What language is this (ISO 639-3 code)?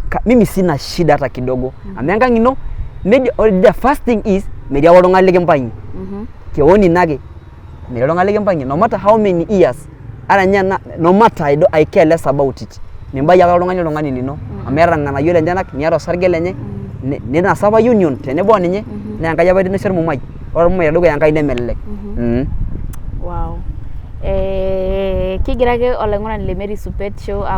mas